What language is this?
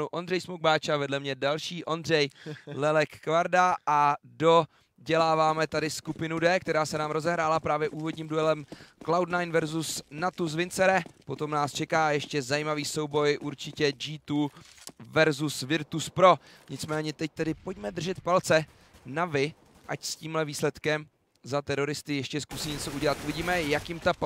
Czech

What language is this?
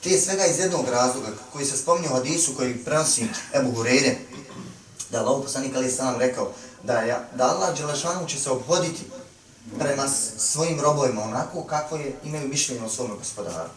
Bosnian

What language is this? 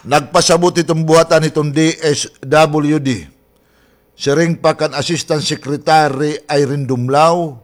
Waray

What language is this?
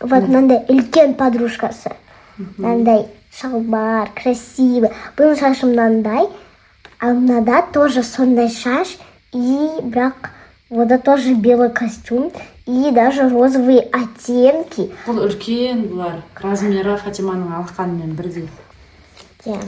Kazakh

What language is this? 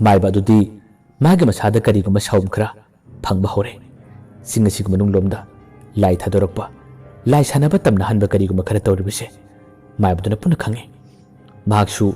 Manipuri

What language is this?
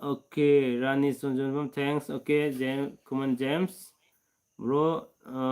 Manipuri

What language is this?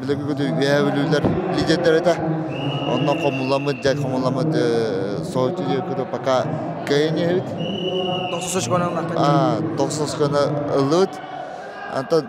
Yakut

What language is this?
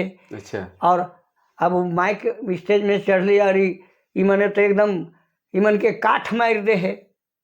Sadri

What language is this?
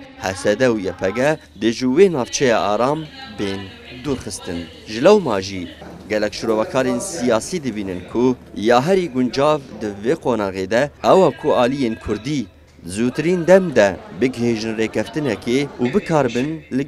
Kurdish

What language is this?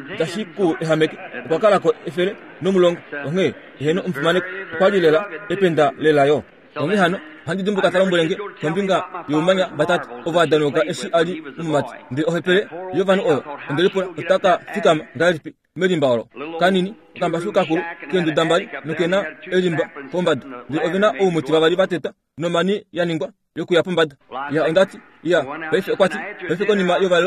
Kuanyama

